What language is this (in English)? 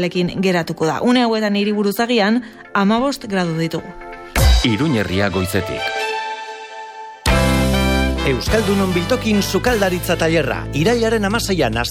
Basque